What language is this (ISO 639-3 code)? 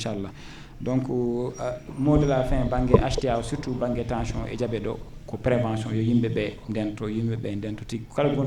ful